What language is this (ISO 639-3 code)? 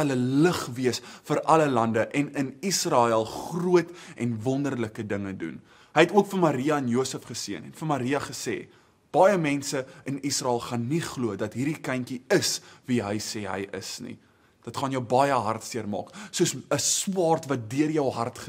afr